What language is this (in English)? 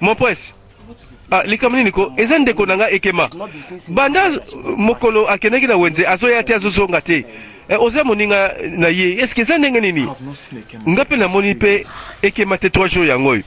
Lingala